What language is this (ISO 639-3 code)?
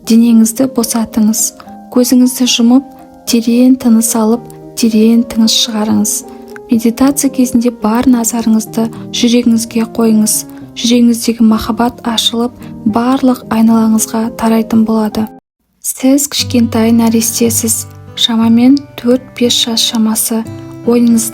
kaz